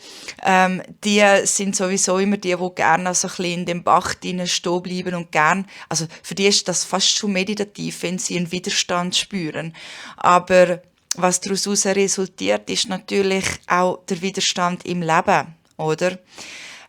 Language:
Swiss German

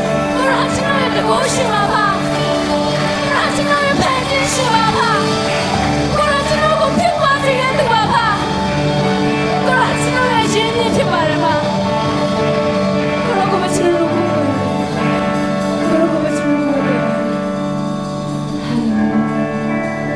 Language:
Burmese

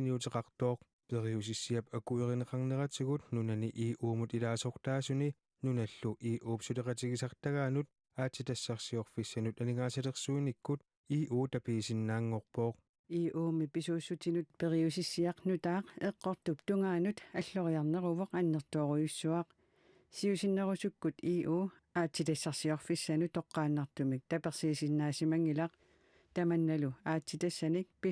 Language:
Kalaallisut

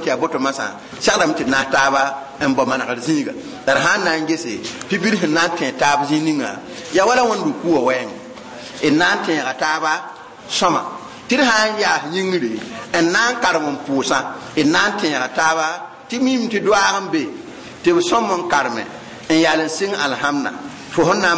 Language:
Mossi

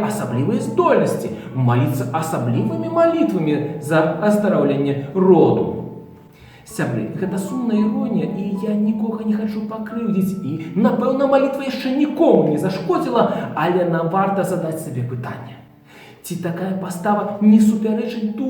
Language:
Belarusian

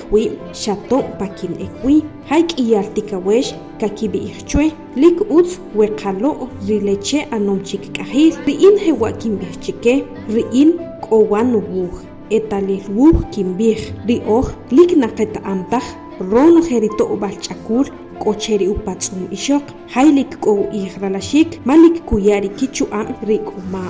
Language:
Achi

